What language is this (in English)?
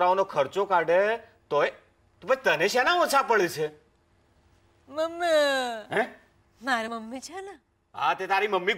Gujarati